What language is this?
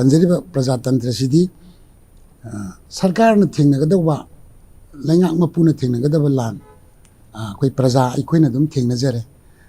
Manipuri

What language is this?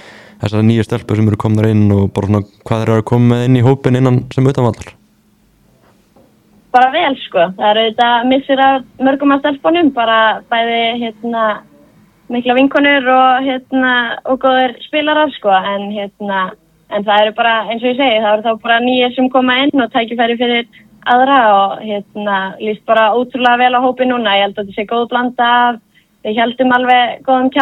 Icelandic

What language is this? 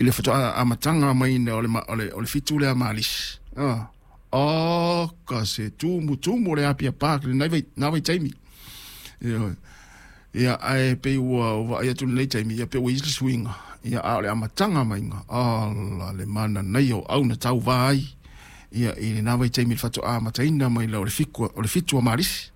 Samoan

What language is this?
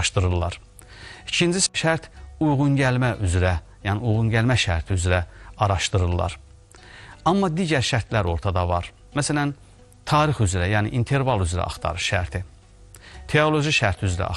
Azerbaijani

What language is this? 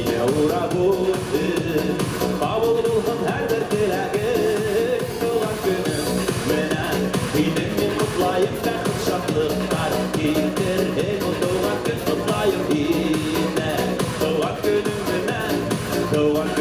Bashkir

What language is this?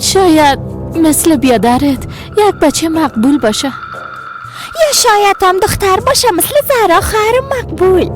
Persian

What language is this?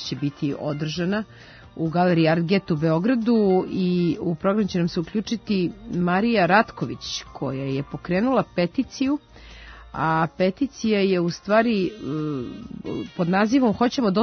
Serbian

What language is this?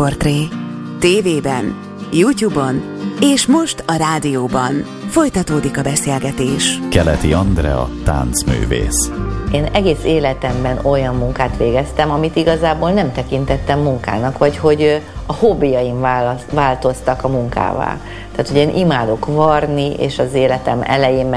Hungarian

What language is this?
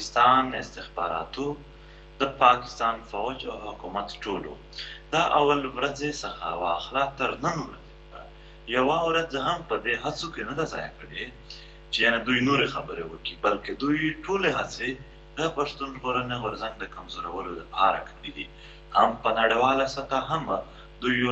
Pashto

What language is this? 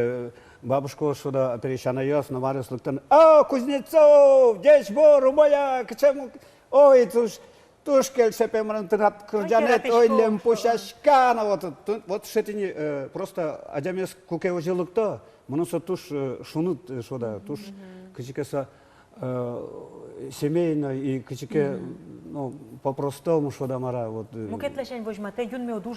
Udmurt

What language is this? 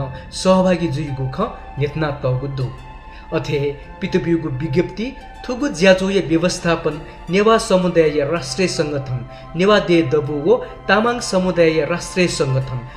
Newari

